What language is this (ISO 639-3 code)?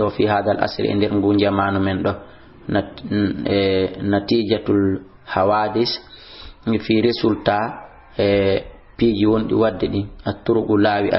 ful